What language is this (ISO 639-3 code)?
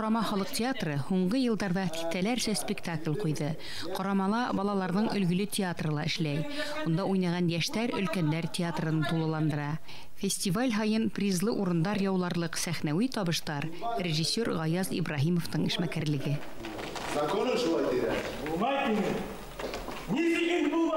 bak